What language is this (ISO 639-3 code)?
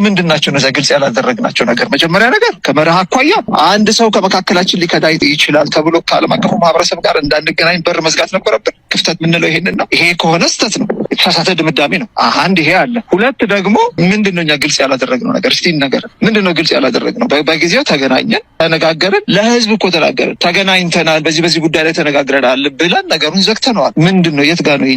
amh